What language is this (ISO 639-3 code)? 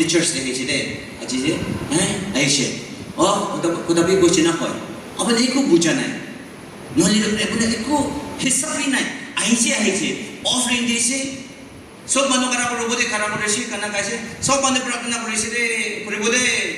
nag